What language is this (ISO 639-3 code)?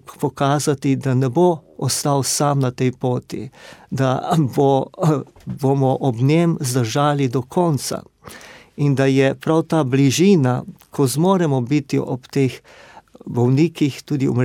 slv